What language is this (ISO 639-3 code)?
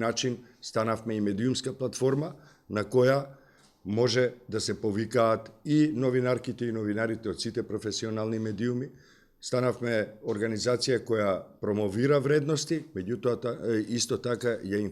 mkd